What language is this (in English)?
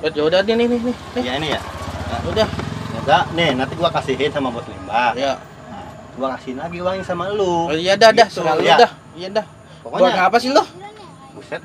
Betawi